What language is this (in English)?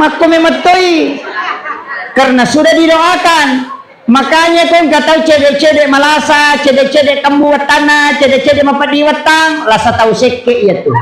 Buginese